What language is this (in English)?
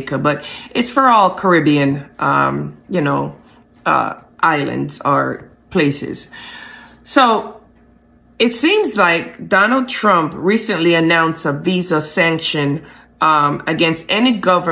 Jamaican Creole English